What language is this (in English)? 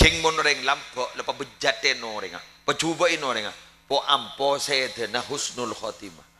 Madurese